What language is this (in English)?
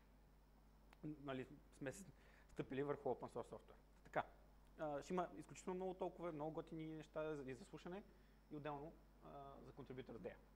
Bulgarian